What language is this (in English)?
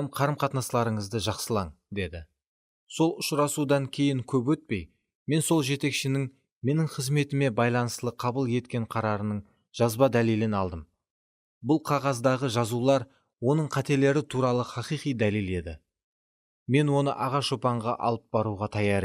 Kara-Kalpak